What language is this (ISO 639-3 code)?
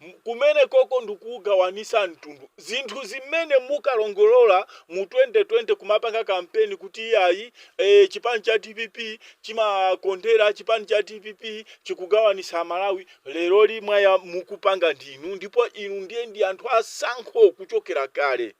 nya